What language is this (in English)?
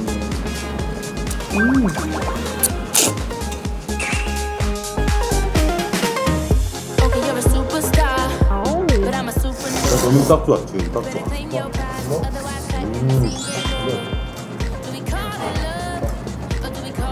Korean